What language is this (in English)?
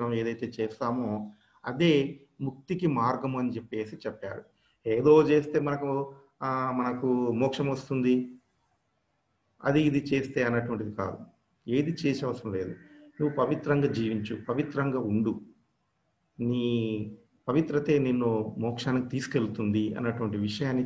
Telugu